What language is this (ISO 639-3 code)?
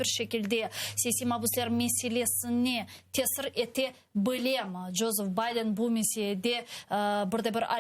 crh